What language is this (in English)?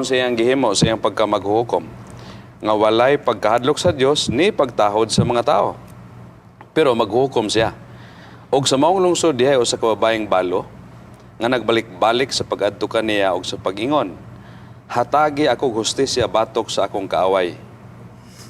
Cebuano